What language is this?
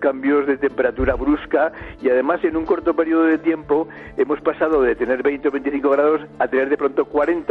Spanish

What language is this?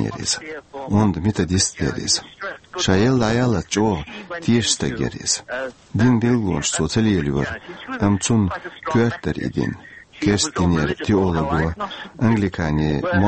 Chechen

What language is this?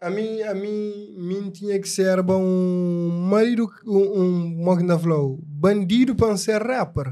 Kabuverdianu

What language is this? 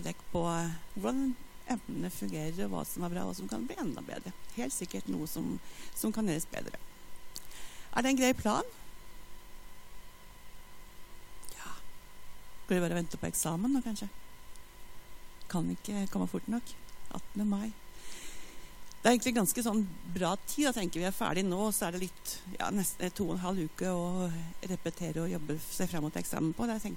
Norwegian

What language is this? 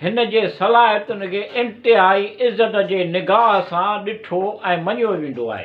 Sindhi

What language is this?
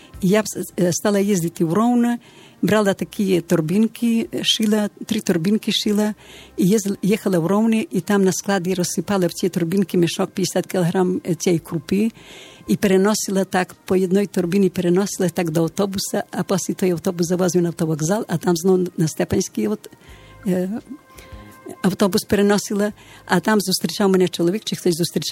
Ukrainian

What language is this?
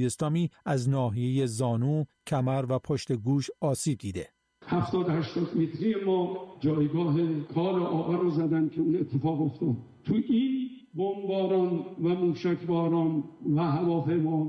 Persian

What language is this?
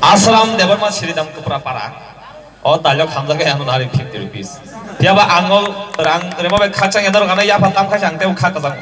Kok Borok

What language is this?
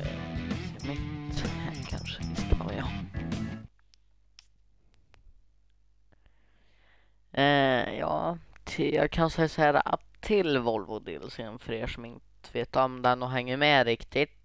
Swedish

